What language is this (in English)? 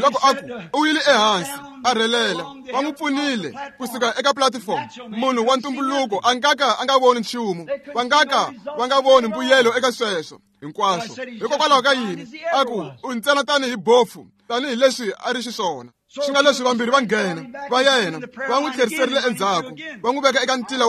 Tsonga